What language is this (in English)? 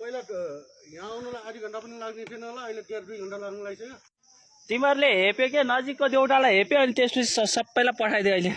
Nepali